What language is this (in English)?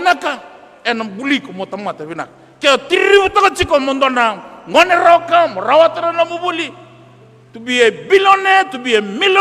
Fijian